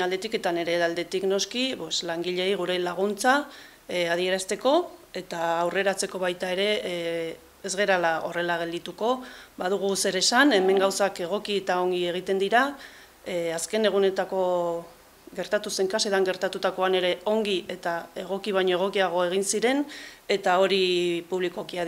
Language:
Basque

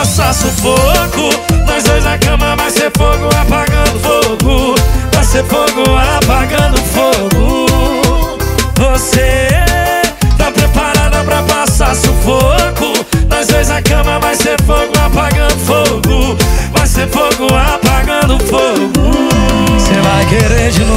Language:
Portuguese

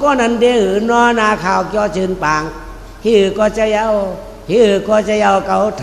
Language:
Shan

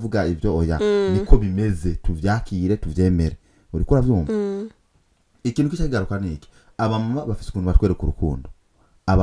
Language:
Rundi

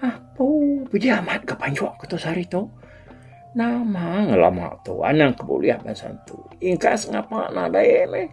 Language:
Iban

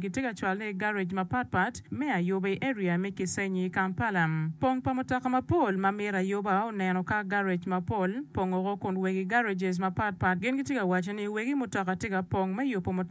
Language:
Acoli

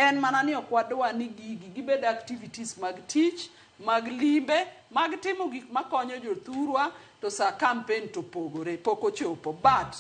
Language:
Luo (Kenya and Tanzania)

